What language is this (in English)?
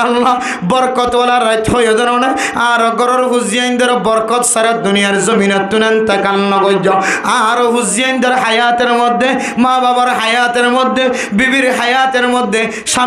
Rohingya